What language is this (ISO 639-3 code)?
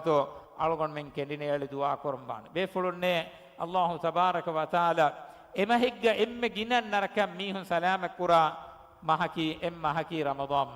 div